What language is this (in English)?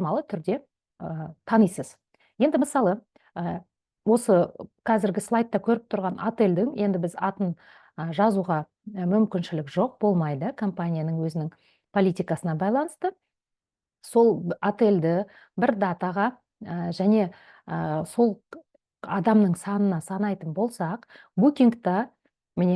Kazakh